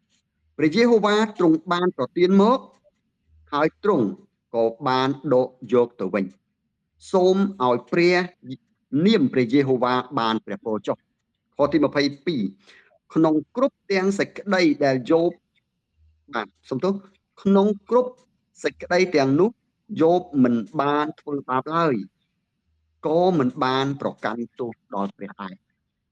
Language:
Khmer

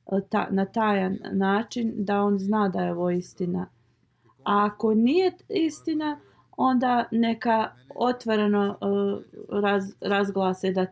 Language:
Bosnian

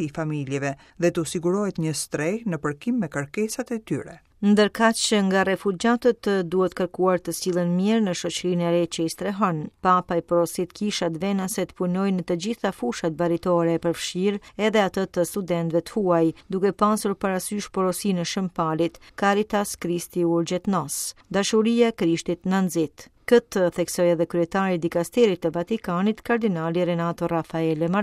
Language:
Albanian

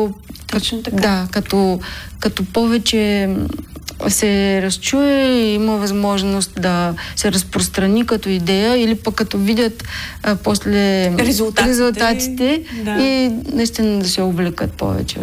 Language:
Bulgarian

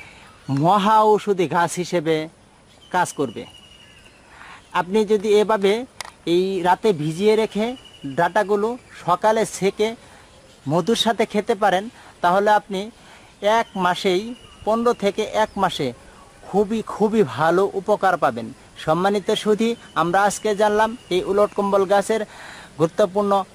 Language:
Bangla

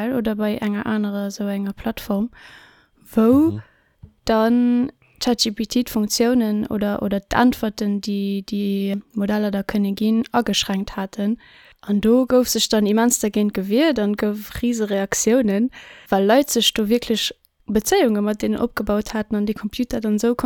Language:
Luxembourgish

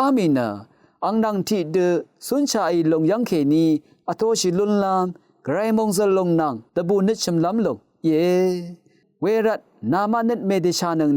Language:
Rawang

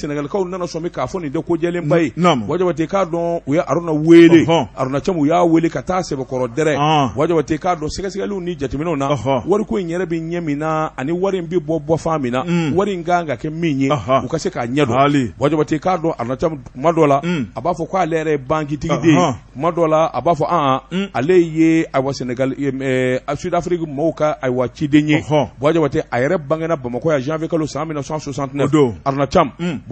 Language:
Bambara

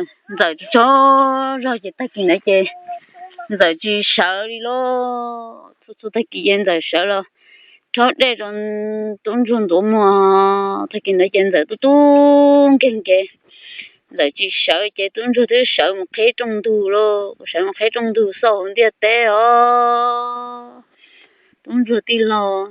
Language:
Hmong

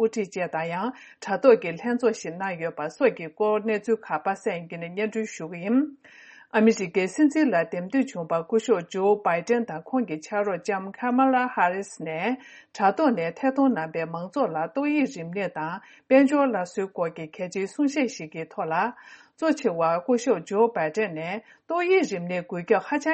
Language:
Tibetan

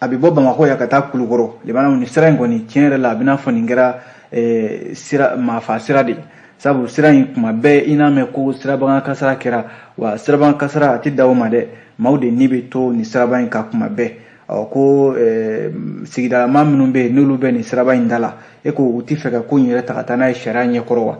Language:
Bambara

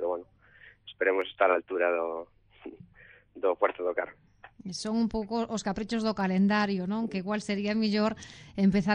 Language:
Galician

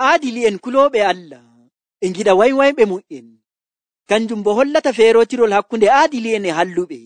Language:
Nigerian Fulfulde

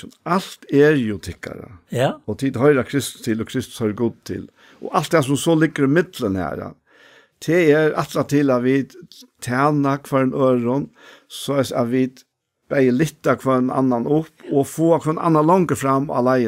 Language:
Faroese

